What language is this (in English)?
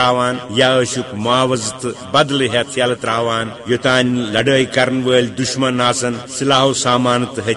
Kashmiri